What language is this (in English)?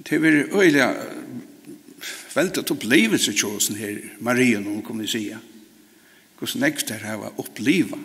Faroese